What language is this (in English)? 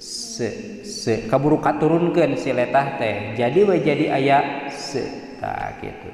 Sundanese